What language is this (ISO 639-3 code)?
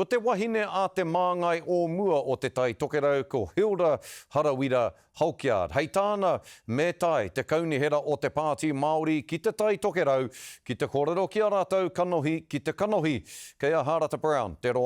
mri